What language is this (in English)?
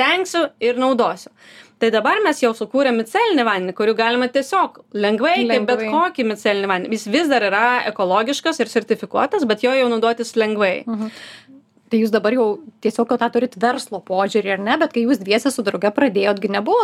Lithuanian